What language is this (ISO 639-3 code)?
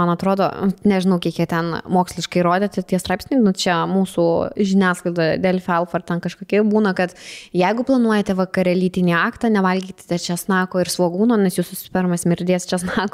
lit